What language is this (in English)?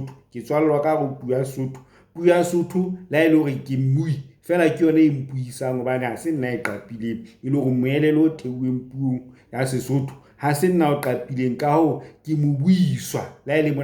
Southern Sotho